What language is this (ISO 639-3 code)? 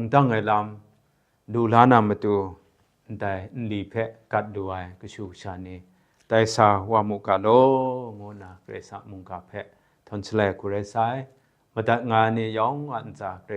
kac